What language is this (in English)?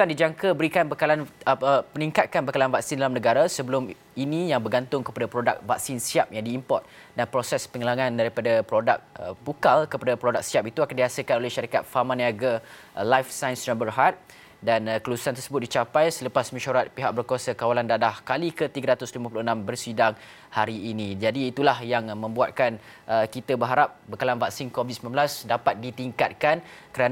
Malay